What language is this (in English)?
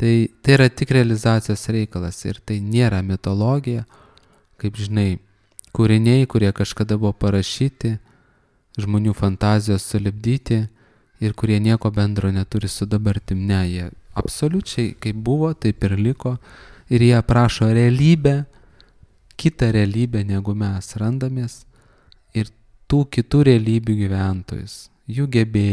Lithuanian